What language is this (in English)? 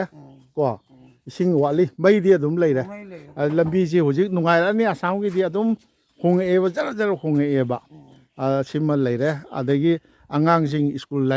Manipuri